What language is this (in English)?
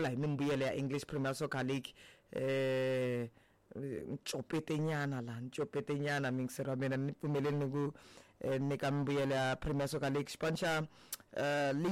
Tsonga